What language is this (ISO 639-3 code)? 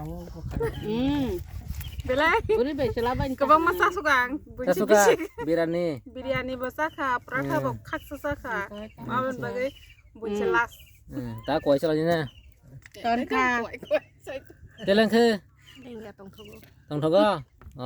trp